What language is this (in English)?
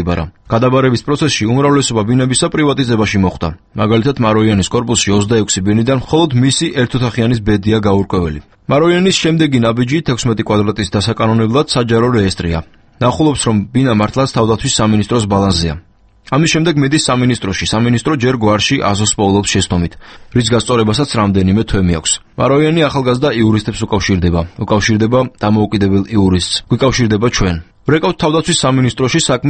Georgian